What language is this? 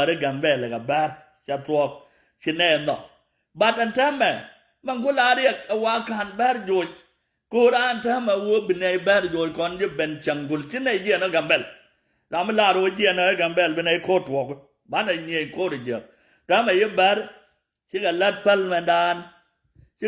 Nuer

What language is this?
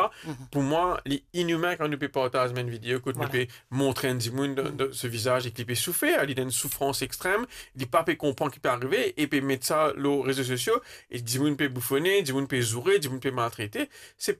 Morisyen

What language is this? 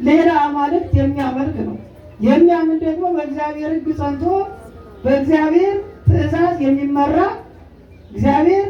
Amharic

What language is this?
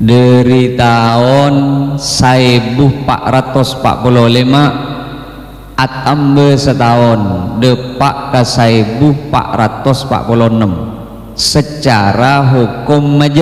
Madurese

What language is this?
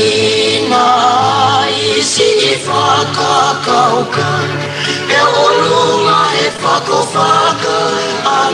Tongan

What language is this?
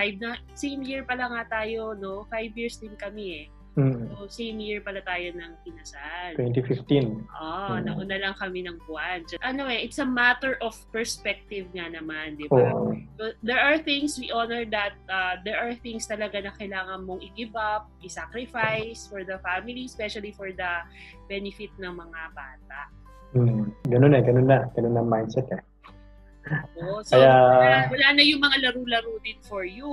Filipino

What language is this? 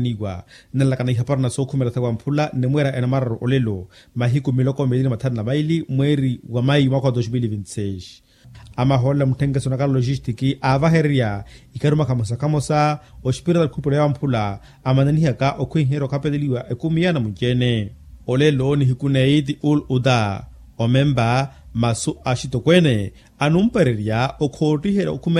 Makhuwa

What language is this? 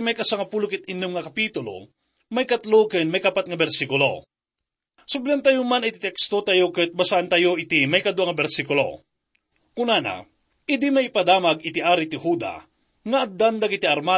Iloko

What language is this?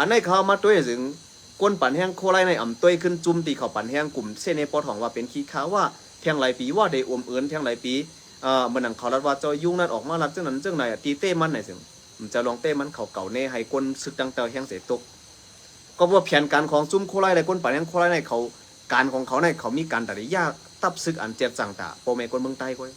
Shan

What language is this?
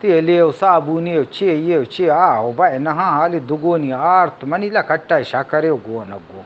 Eastern Balochi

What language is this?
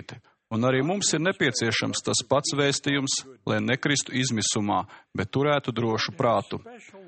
Latvian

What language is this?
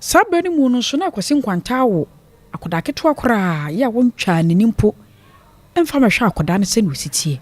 Akan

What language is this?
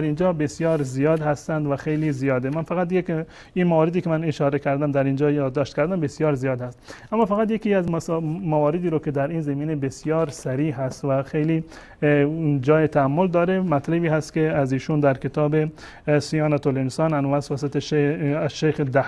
Persian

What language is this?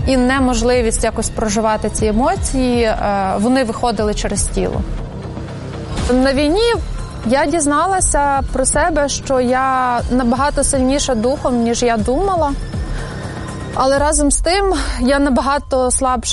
Ukrainian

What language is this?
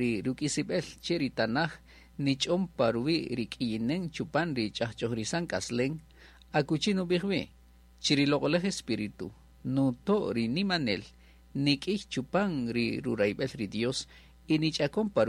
Kaqchikel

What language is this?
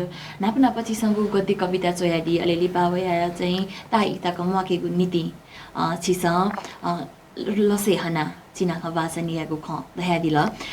Newari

